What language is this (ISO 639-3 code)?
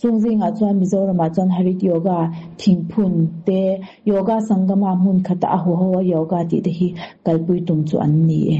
lus